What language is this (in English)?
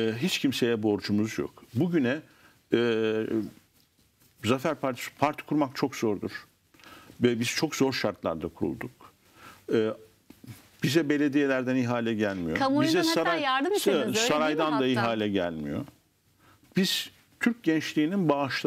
Turkish